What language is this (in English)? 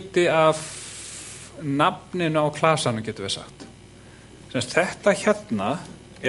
Icelandic